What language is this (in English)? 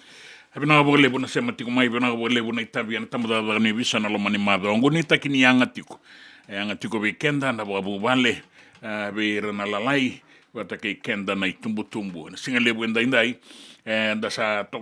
Fijian